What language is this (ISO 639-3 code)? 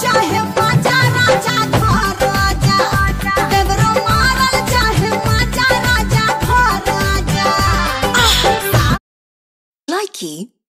bho